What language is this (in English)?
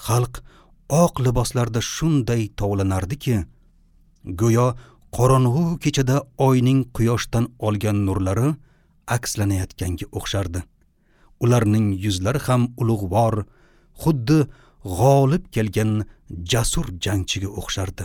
Uzbek